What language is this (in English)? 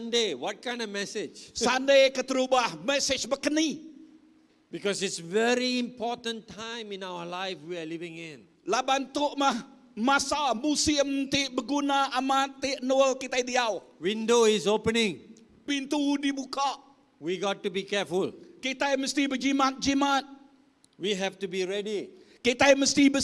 Iban